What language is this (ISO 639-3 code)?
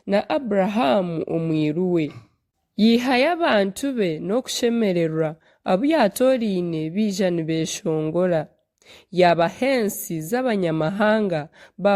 nyn